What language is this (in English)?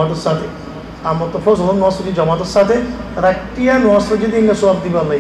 Rohingya